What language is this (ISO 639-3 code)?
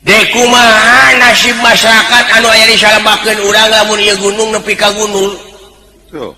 sun